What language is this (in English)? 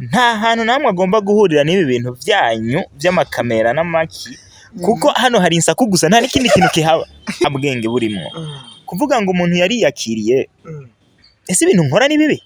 Rundi